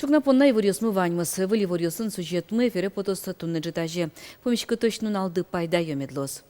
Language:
Udmurt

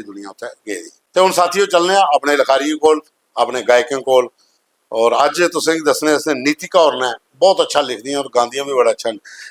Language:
Dogri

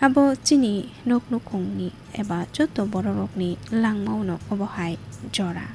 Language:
Kok Borok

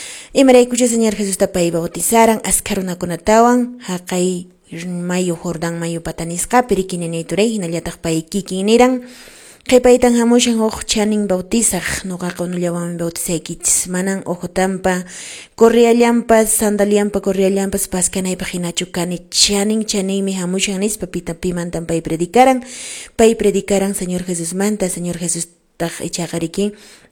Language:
Quechua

